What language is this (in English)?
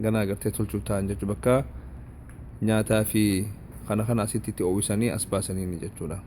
Oromo